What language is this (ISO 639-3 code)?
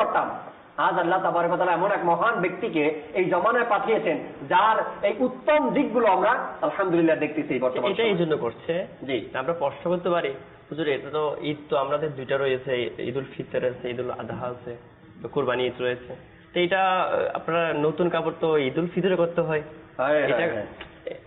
ben